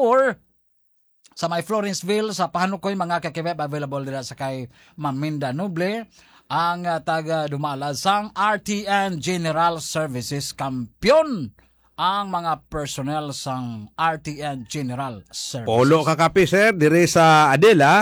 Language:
Hiligaynon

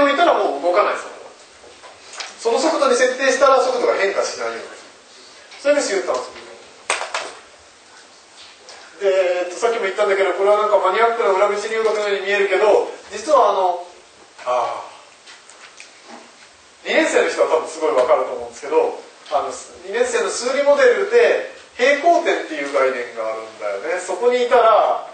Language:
Japanese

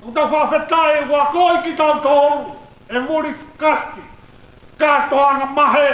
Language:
Tongan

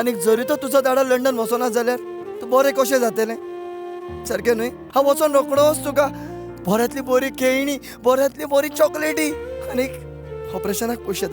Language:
Konkani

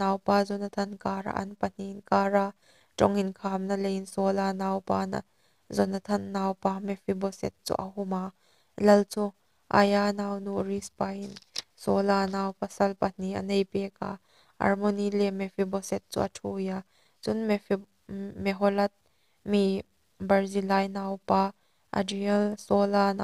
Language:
Hmar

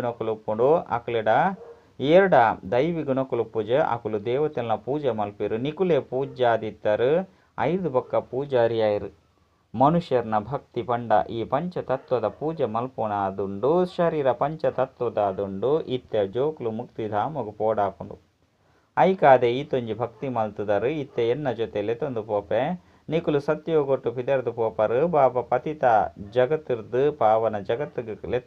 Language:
Tulu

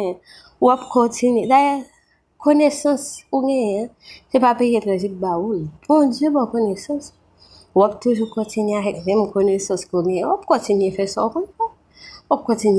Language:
Haitian Creole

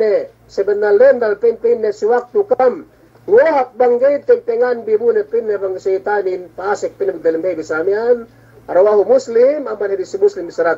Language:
Yakan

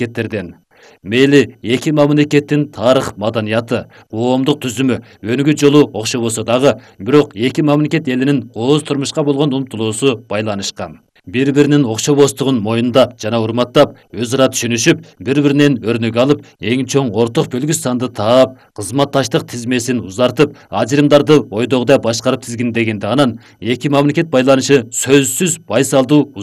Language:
Kyrgyz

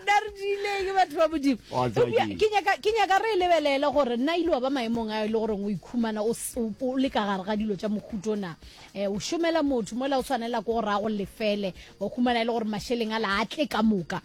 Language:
Northern Sotho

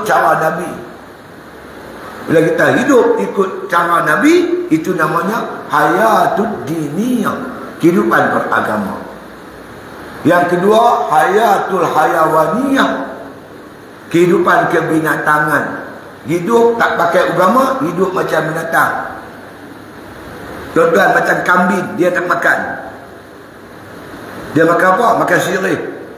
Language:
Malay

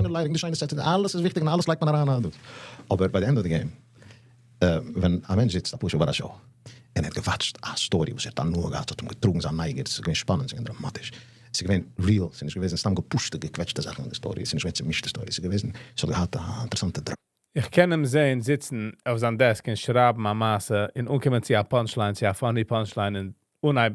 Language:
Yiddish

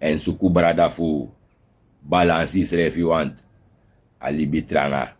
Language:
Sranan Tongo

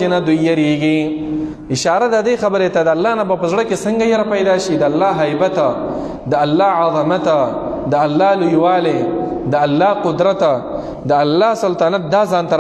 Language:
Pashto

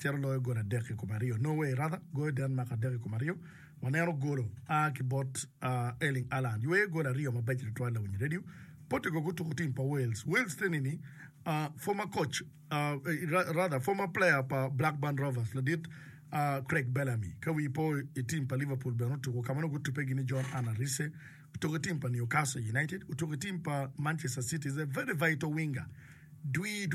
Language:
Acoli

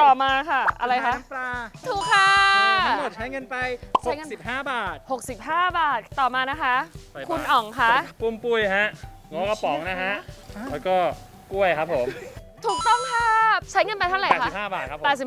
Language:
Thai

